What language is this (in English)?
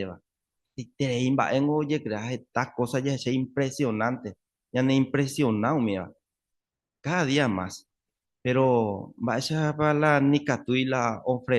Guarani